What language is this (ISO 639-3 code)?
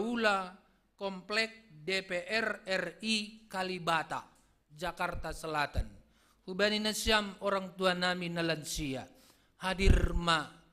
bts